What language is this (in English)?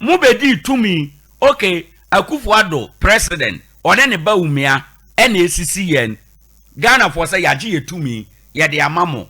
Akan